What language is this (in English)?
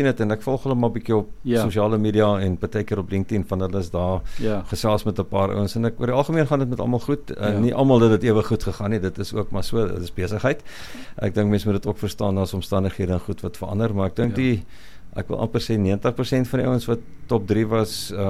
Afrikaans